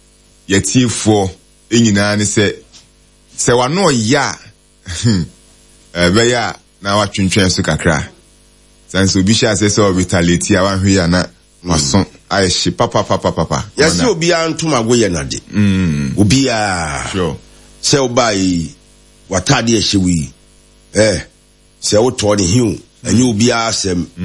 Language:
Akan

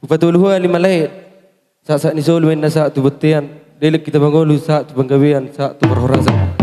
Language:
Batak Toba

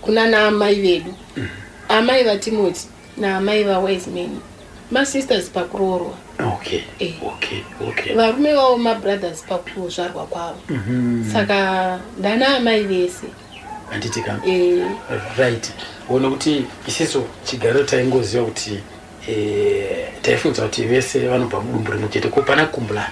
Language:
Shona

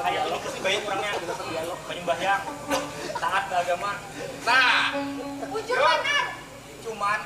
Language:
Banjar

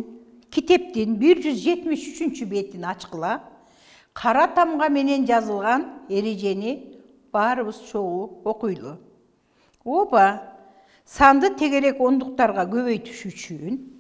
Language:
Kyrgyz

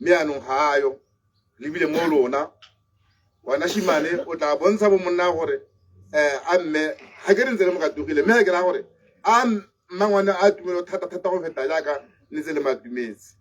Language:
Tswana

